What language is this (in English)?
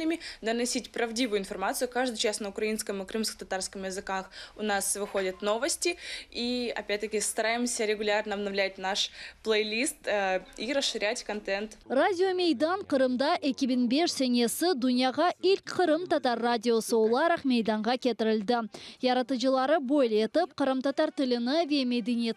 Crimean Tatar